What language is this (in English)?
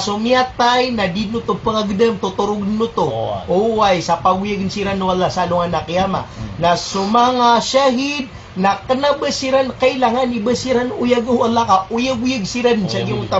Maranao